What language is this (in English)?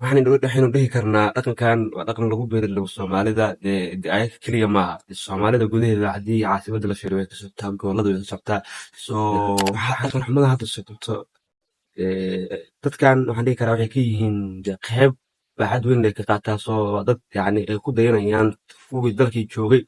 Somali